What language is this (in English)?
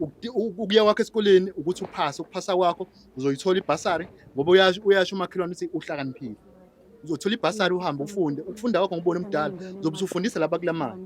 Zulu